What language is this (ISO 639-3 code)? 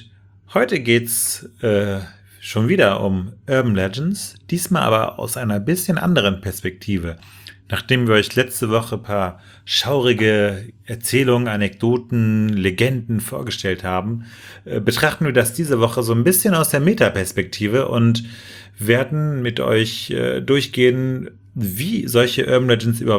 deu